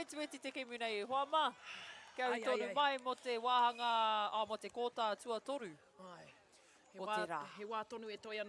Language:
Māori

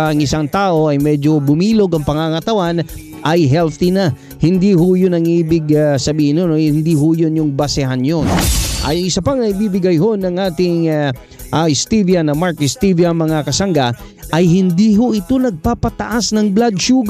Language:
Filipino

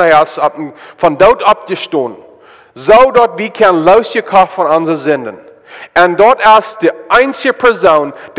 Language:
Plautdietsch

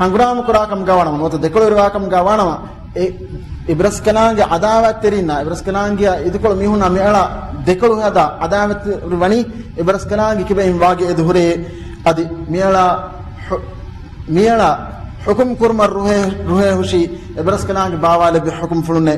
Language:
Divehi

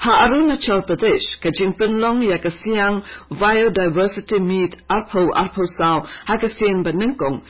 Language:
Khasi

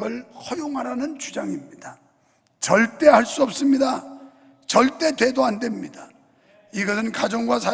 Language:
Korean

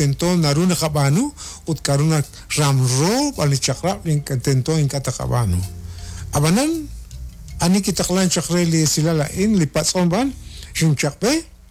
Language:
Kekchí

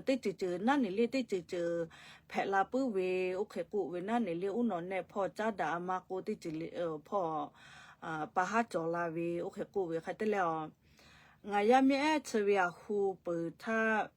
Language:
Lahu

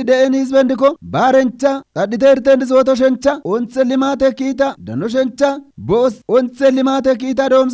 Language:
Kafa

